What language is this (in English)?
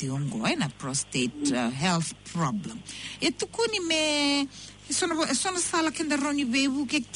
Fijian